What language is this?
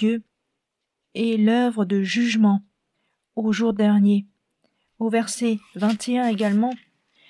French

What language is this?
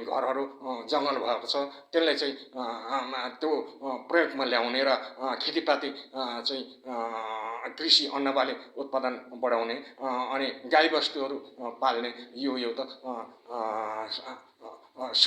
Nepali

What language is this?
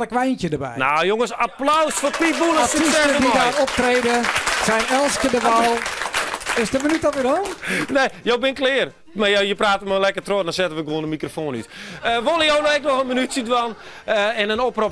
Western Frisian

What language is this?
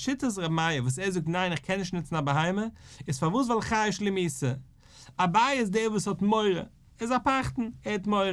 Yiddish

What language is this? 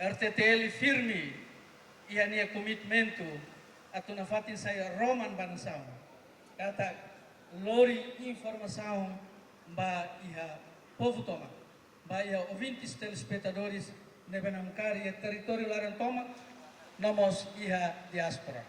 Tetum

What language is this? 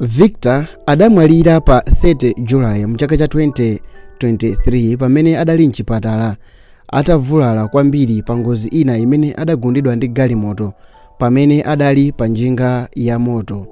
Nyanja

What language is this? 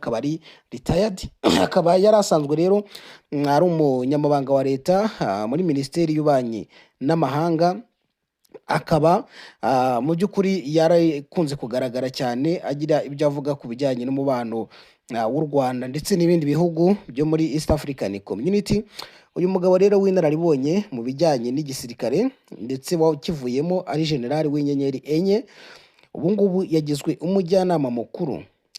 Kinyarwanda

